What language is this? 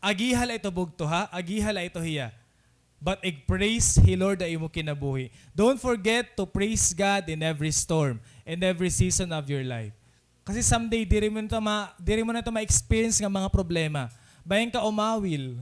Waray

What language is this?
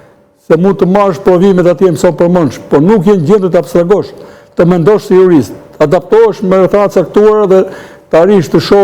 Albanian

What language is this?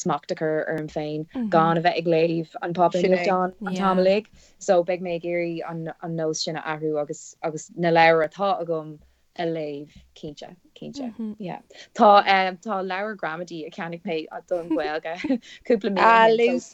Irish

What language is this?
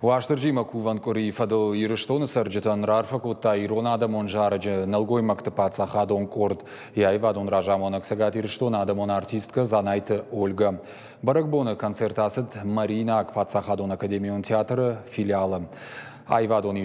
Ossetic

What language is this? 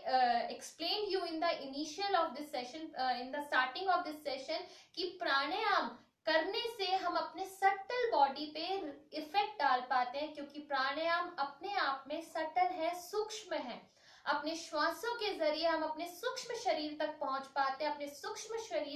Hindi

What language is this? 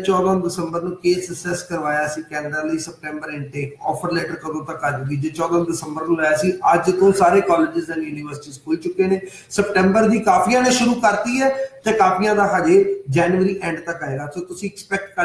Punjabi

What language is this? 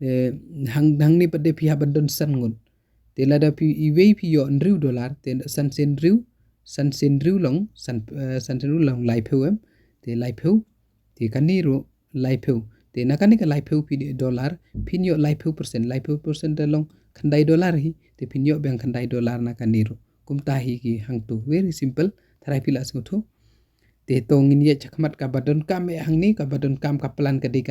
Khasi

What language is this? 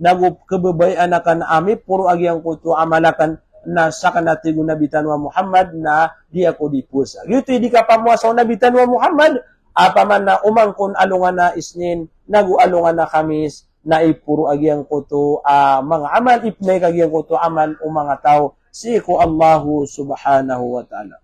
Maranao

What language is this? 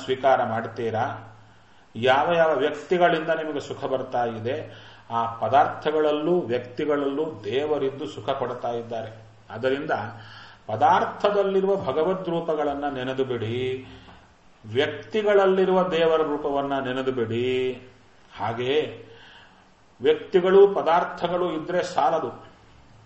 Kannada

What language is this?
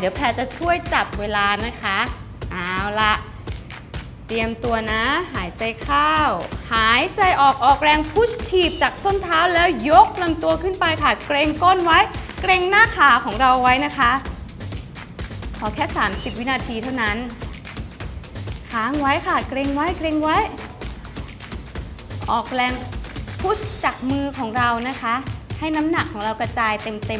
Thai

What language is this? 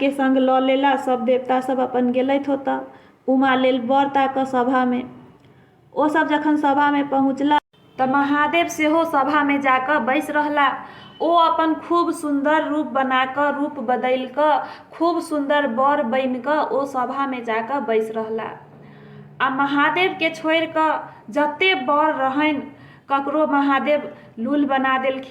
Maithili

